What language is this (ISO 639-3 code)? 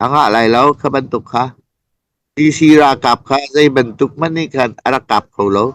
cnh